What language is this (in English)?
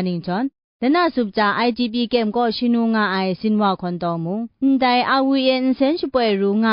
Kachin